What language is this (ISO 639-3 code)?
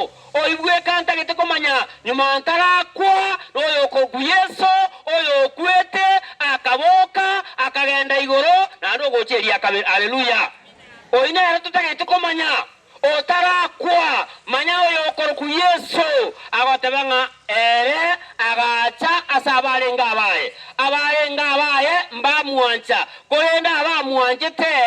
guz